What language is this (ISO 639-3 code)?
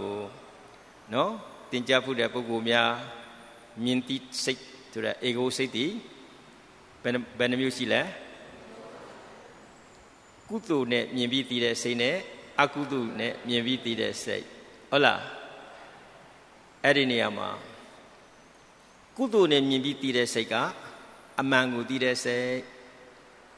mya